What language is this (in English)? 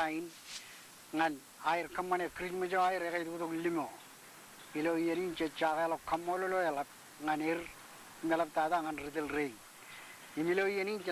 Marshallese